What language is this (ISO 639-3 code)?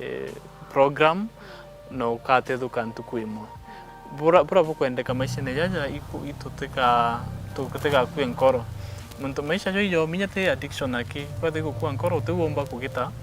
mer